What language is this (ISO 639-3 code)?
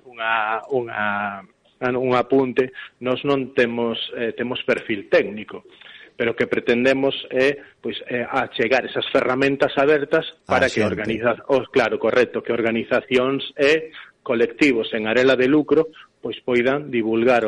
glg